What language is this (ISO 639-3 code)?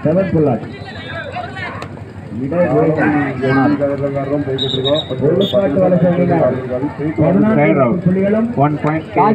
tam